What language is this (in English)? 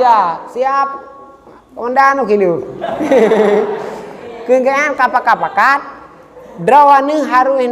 Achinese